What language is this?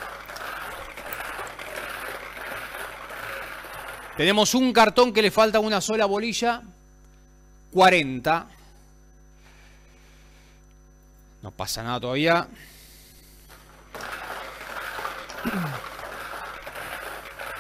Spanish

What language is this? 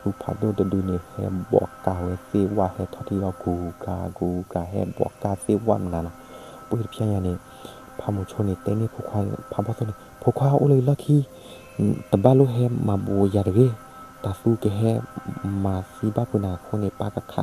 S'gaw Karen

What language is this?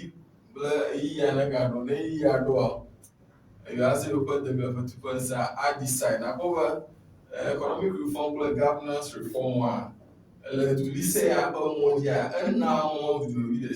Ewe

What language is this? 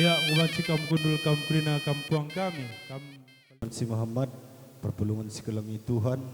Batak Karo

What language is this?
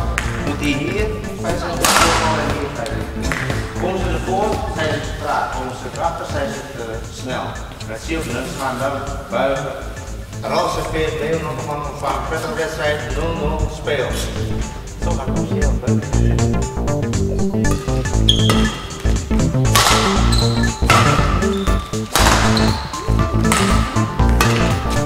Dutch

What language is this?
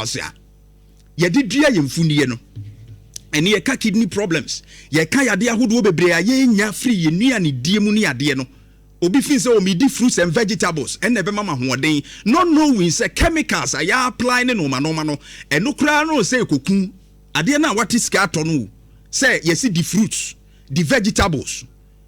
Akan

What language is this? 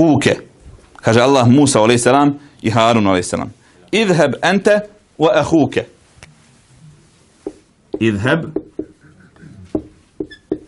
Bosnian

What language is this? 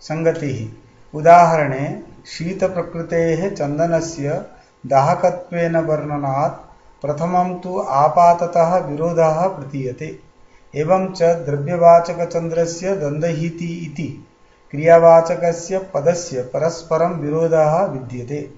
Sanskrit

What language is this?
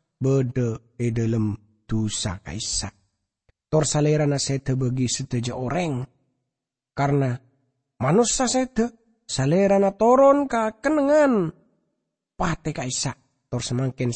Madurese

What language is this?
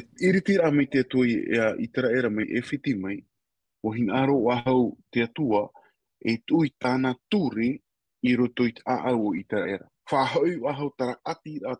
Tahitian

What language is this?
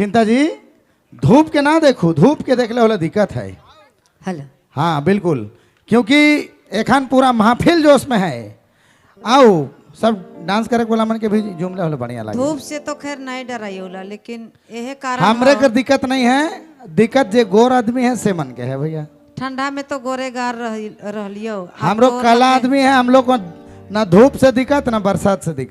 Sadri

